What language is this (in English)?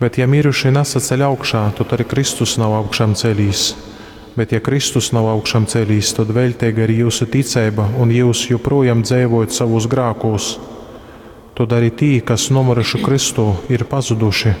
Latgalian